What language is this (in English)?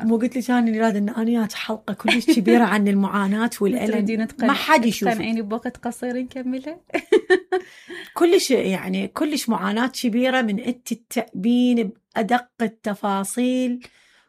Mesopotamian Arabic